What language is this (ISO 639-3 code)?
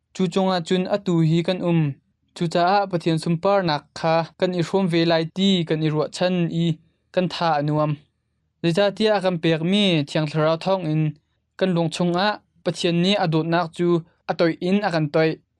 cnh